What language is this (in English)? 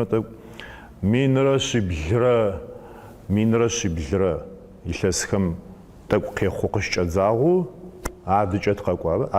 Adyghe